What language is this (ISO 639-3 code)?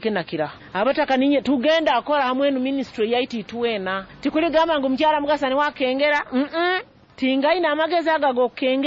nyo